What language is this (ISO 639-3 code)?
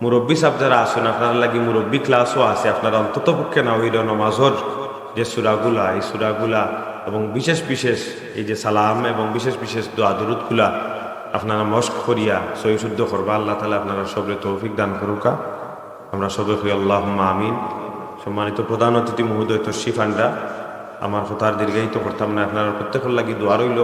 syl